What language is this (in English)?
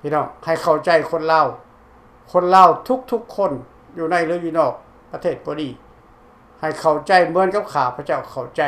Lao